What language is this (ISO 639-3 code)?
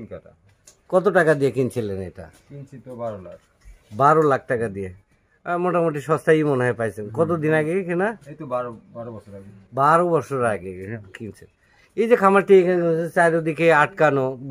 ben